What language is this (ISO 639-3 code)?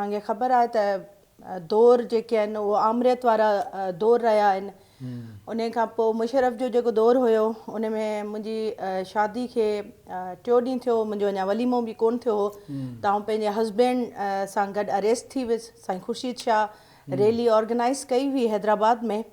snd